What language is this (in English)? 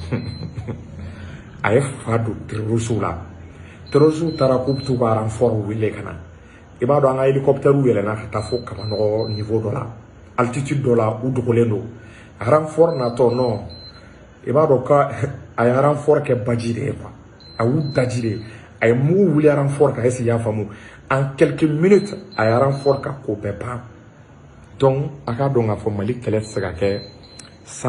Bambara